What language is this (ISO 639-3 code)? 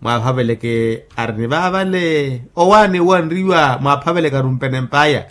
vmw